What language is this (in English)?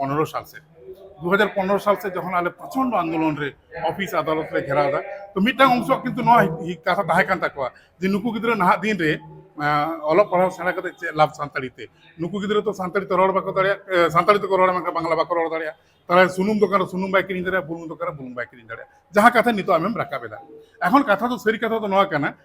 Santali